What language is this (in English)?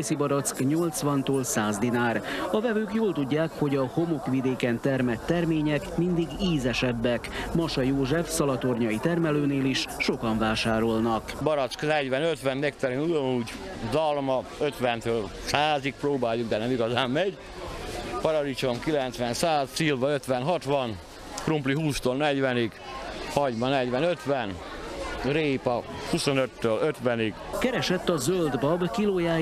Hungarian